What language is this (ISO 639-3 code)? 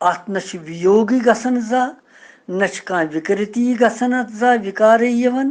kas